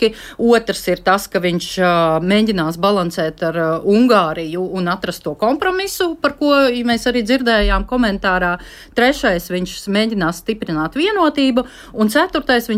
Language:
Latvian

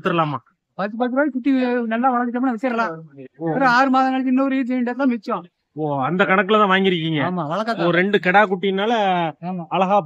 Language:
Tamil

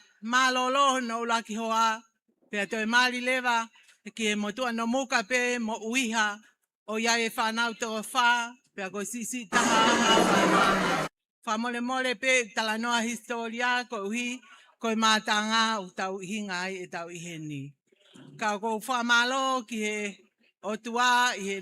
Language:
Tongan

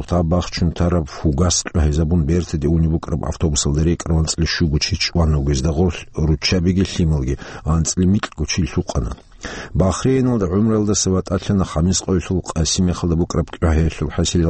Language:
Avaric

